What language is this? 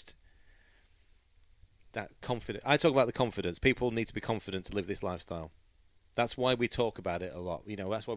English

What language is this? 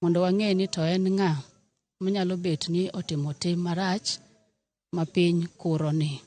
Luo (Kenya and Tanzania)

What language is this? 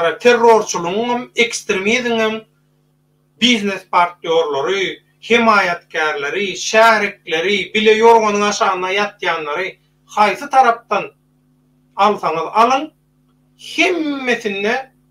Turkmen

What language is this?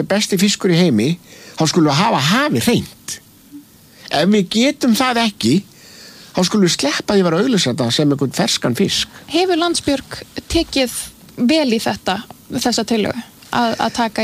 Icelandic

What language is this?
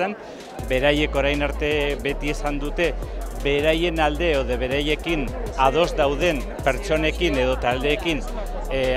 Basque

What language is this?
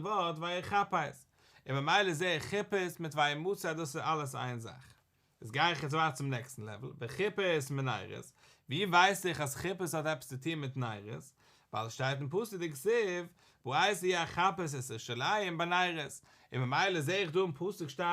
Yiddish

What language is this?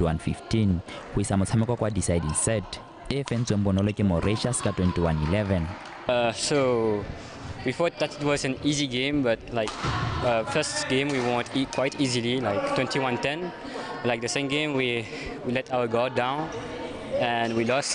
Tswana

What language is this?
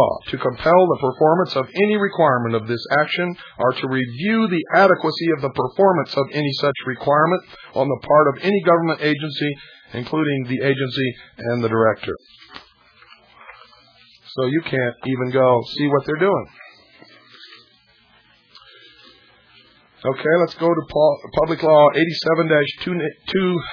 English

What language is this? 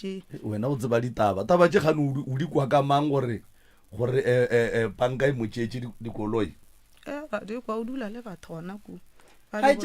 Northern Sotho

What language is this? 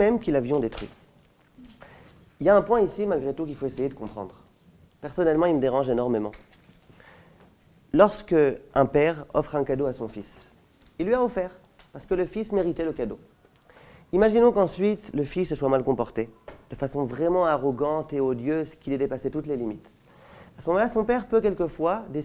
French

